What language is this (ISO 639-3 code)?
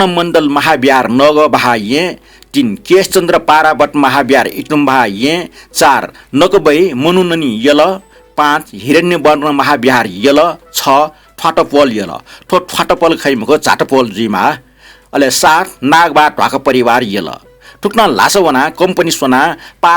new